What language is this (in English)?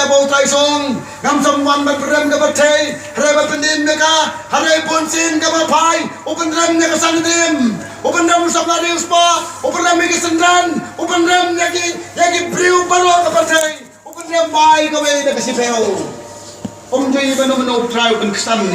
Khasi